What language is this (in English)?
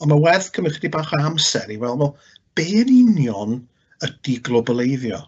Welsh